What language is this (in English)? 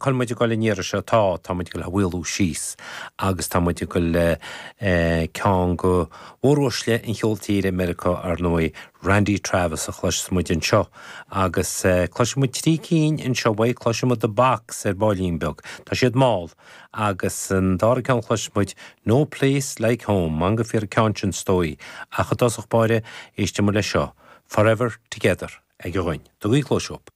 Irish